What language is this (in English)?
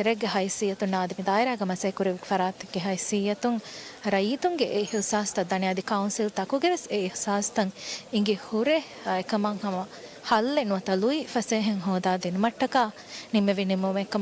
Divehi